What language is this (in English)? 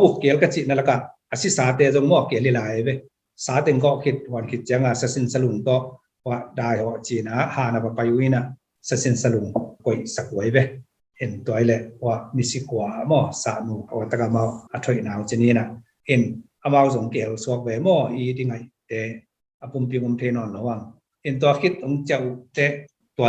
Tedim Chin